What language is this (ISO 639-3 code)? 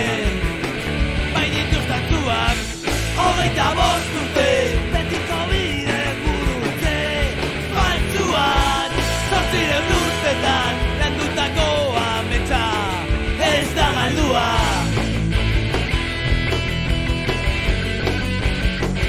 eus